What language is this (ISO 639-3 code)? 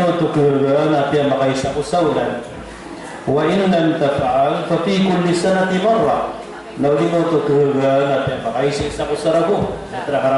mrw